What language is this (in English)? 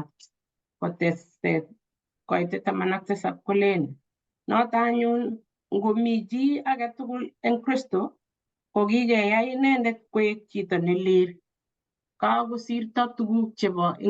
Kalenjin